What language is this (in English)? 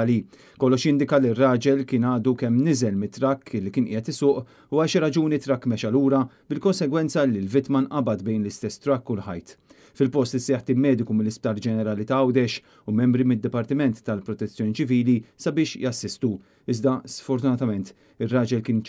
Maltese